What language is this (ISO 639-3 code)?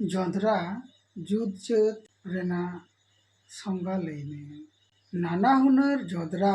sat